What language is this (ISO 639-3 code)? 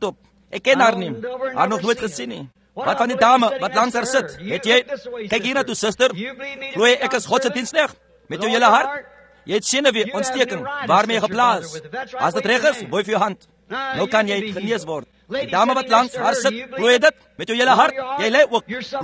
afr